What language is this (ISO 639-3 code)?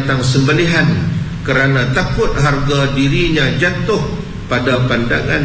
msa